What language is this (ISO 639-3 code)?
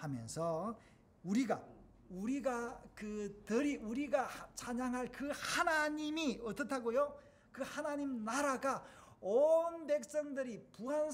kor